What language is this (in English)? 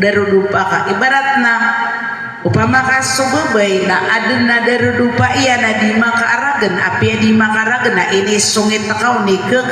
Maranao